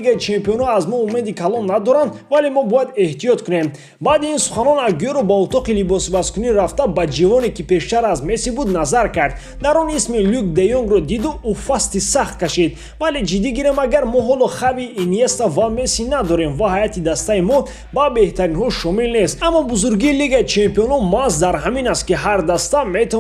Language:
Tajik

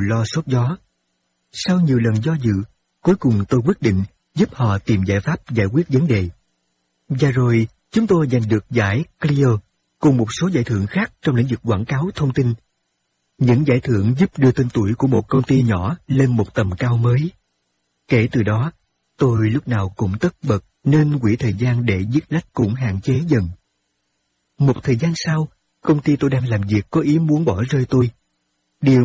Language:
Vietnamese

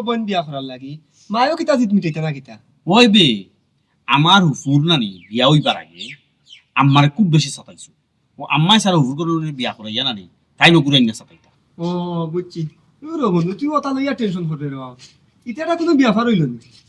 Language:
Sylheti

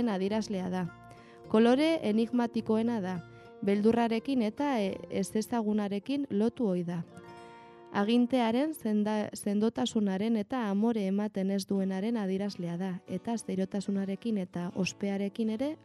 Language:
Basque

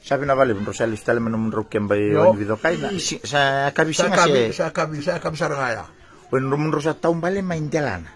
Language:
Fijian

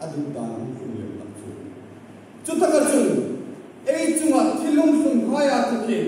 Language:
Hmar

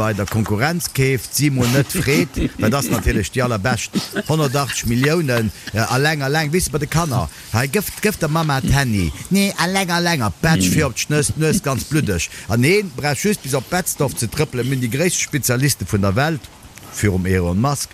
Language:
Luxembourgish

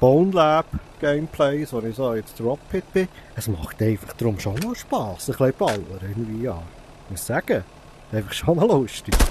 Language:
Swiss German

